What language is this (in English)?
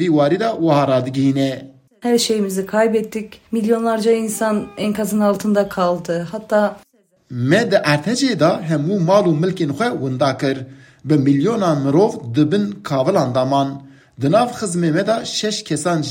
Kurdish